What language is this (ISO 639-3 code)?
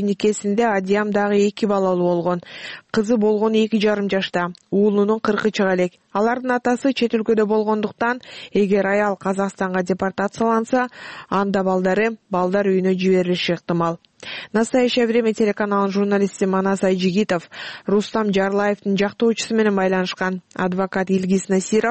kir